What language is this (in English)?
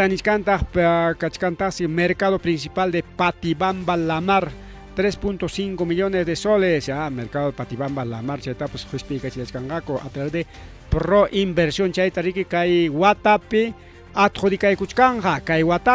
Ayacucho Quechua